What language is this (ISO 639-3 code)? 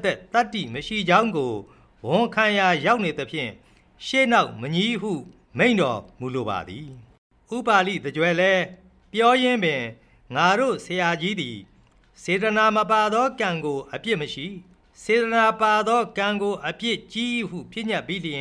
mya